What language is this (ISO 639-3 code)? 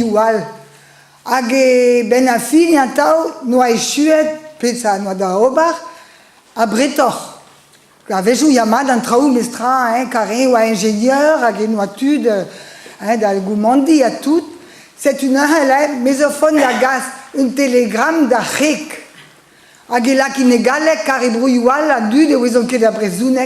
bre